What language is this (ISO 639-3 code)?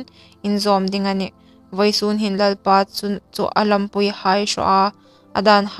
hmr